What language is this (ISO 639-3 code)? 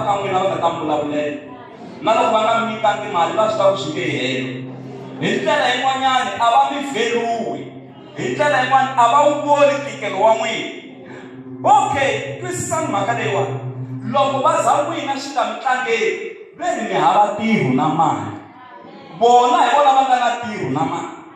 tso